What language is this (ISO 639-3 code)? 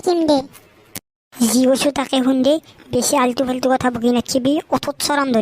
asm